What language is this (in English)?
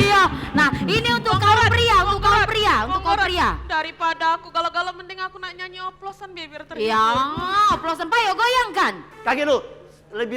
Musi